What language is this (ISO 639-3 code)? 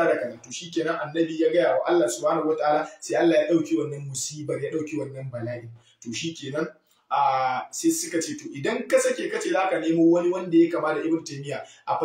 hau